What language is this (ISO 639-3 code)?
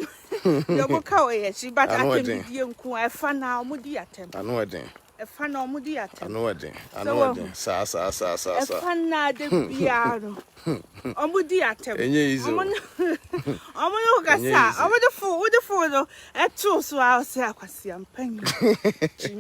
aka